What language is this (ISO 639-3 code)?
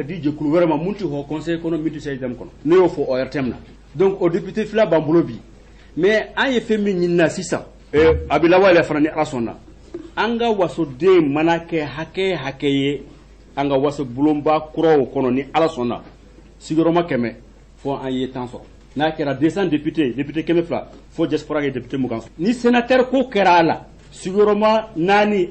bam